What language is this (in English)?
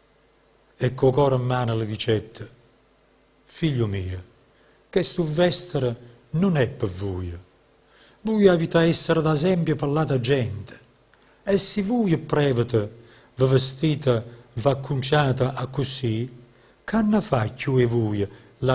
Neapolitan